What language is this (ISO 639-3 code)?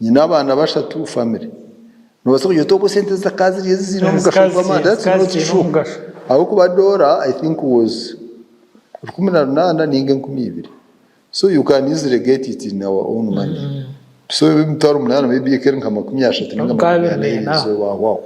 nyn